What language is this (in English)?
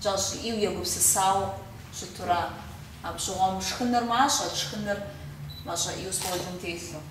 Kabardian